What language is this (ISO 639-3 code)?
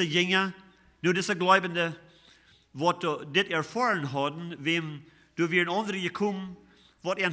pdt